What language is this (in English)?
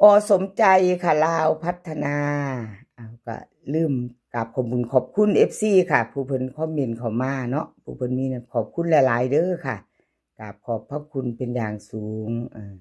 Northeastern Thai